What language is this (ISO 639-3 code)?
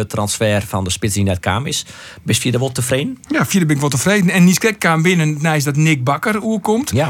fry